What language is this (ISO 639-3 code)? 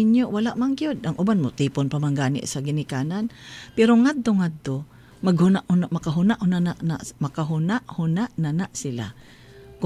ceb